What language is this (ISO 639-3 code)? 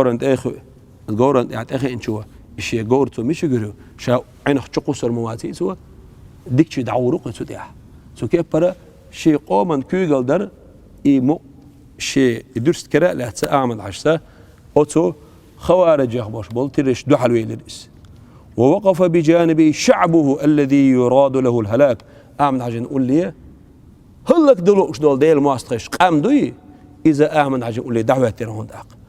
che